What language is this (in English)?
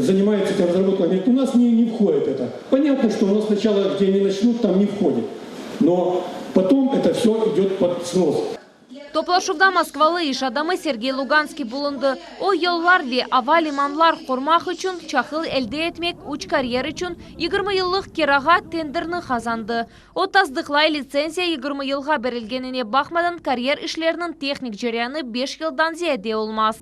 Crimean Tatar